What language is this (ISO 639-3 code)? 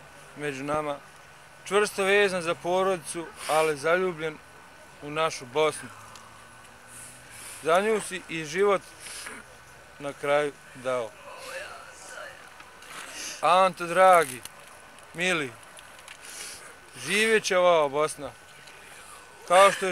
bos